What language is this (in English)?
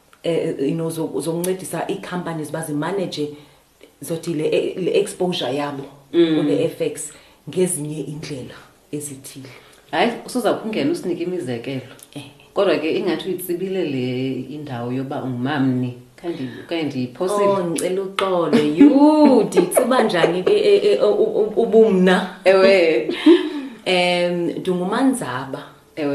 Xhosa